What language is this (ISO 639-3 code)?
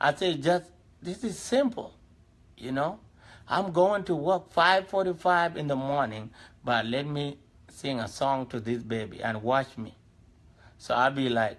din